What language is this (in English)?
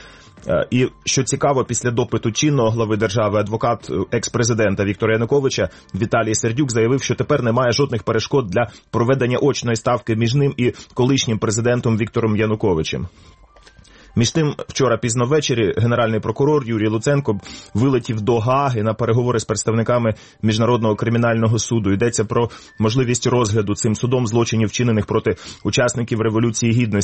Ukrainian